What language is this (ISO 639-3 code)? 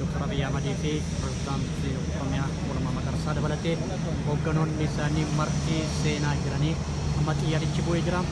orm